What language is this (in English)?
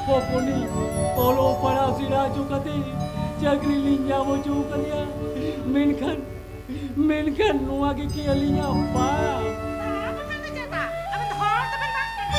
Santali